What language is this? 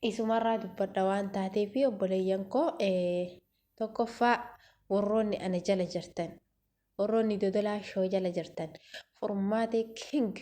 Oromo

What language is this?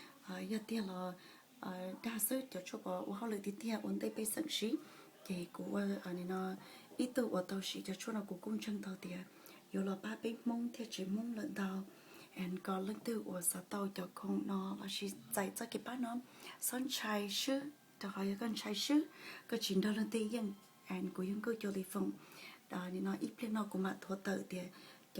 Hmong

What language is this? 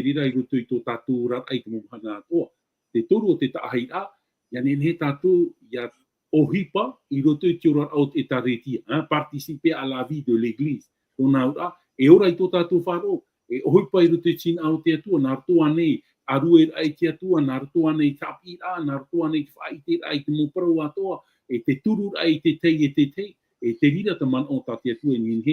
Tahitian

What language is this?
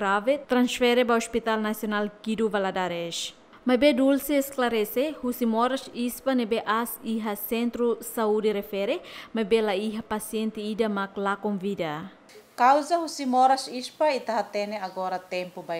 Tetum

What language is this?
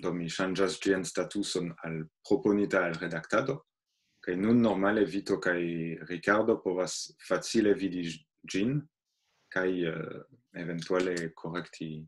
Esperanto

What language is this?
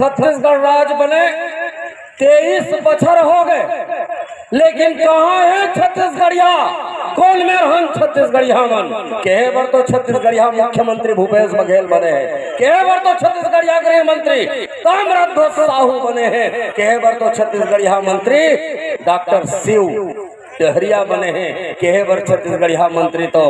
Chhattisgarhi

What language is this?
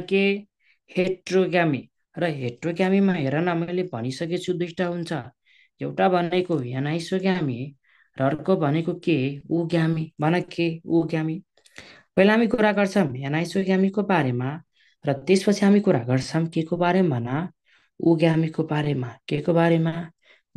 Nepali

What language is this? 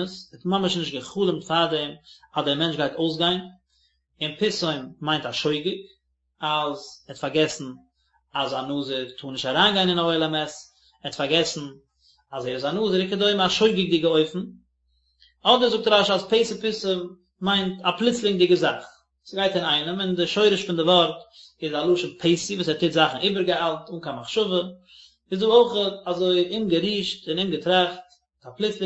Yiddish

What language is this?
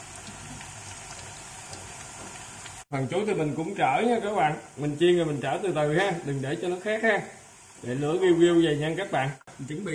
Vietnamese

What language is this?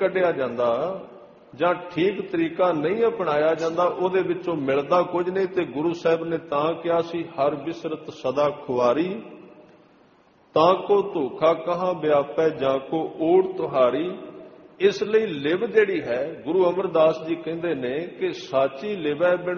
Punjabi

